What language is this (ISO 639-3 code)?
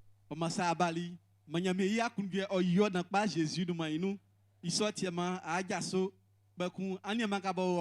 bci